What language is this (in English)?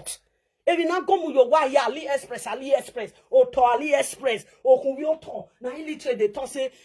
Nigerian Pidgin